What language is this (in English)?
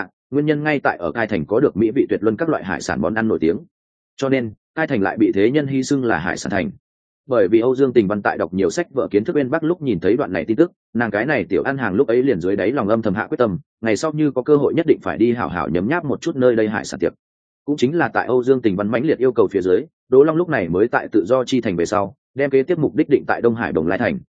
Vietnamese